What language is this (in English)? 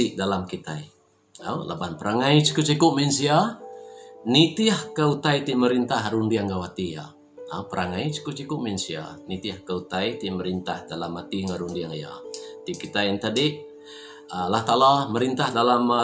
Iban